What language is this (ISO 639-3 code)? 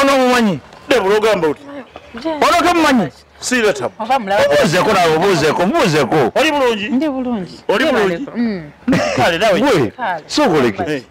lug